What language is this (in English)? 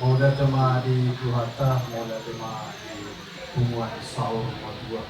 Batak Toba